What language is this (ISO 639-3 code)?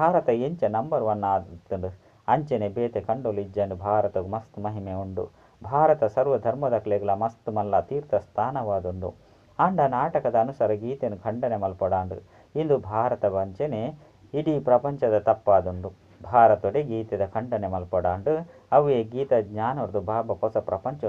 tcy